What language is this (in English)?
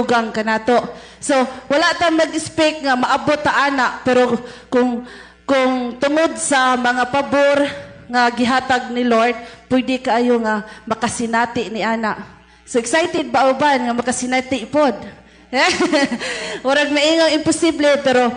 Cebuano